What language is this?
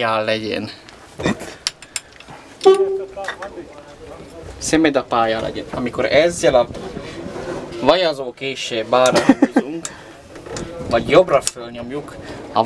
Hungarian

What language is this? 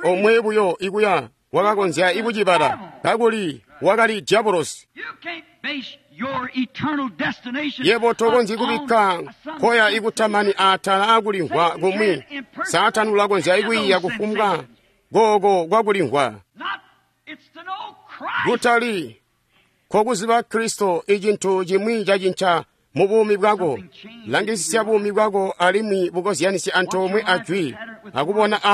Tonga (Zambia)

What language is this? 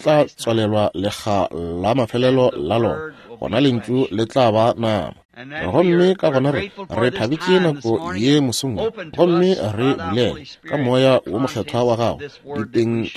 Northern Sotho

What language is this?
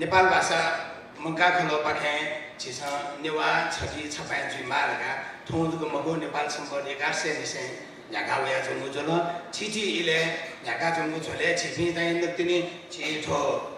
Newari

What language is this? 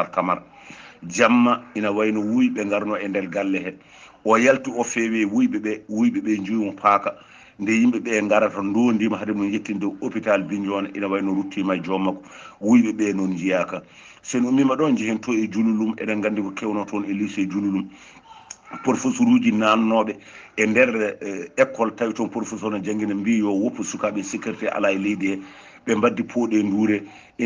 Fula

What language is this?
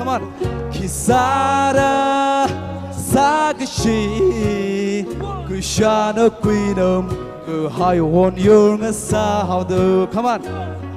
Tangkhul Naga (India)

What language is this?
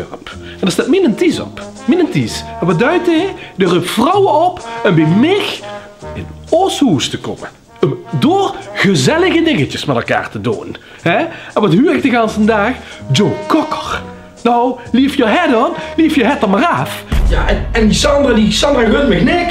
Limburgish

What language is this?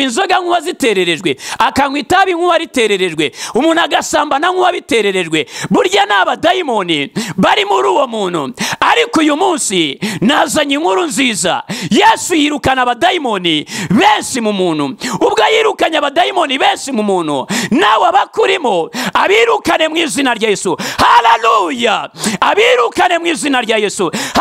Kinyarwanda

